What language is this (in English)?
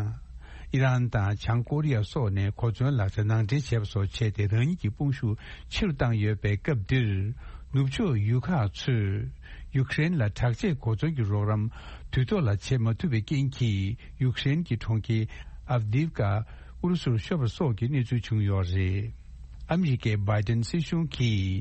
Tibetan